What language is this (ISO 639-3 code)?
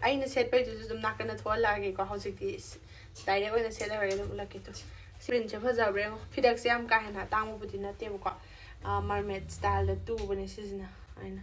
mni